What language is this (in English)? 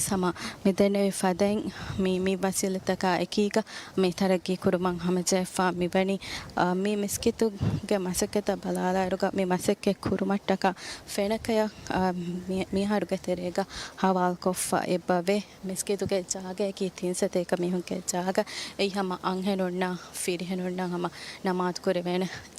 Divehi